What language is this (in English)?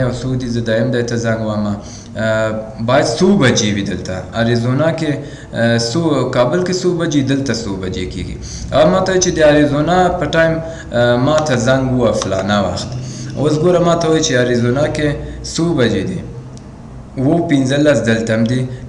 Pashto